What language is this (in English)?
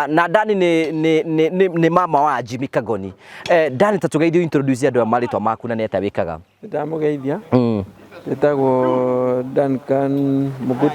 Kikuyu